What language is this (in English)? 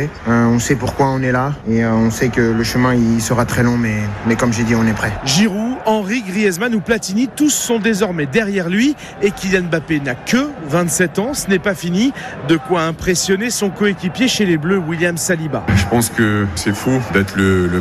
French